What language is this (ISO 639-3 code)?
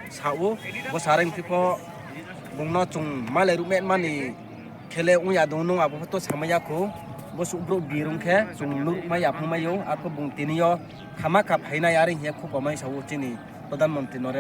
ria